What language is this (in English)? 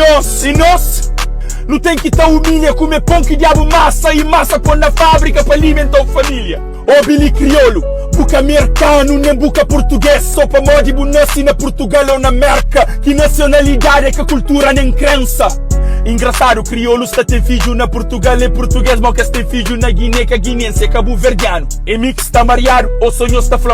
Kabuverdianu